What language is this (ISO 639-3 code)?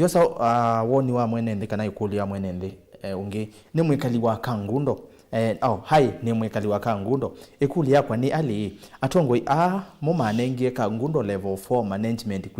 kam